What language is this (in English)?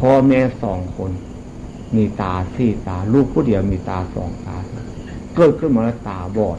Northeastern Thai